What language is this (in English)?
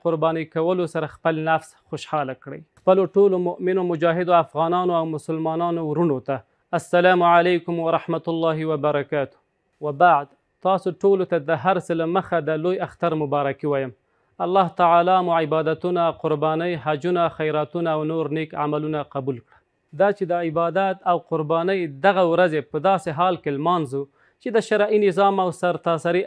Pashto